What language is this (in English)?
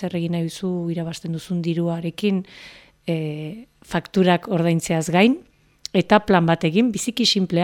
Basque